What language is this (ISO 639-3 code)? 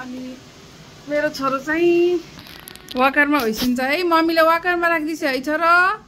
nep